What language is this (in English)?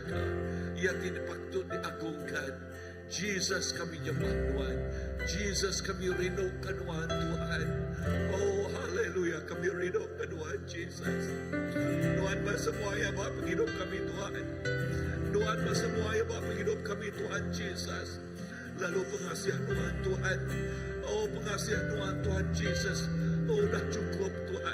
Iban